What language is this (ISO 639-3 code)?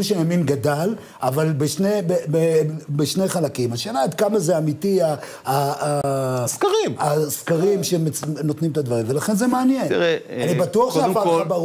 heb